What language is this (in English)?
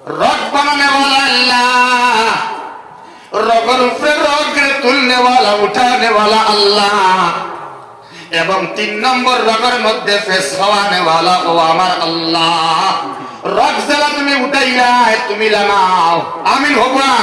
Sylheti